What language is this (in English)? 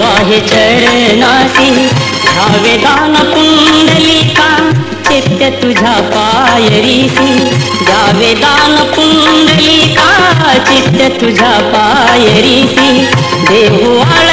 Marathi